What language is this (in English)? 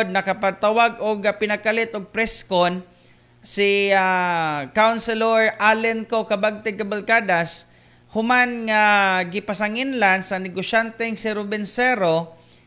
Cebuano